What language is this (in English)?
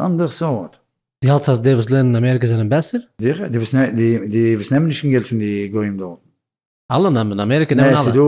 Yiddish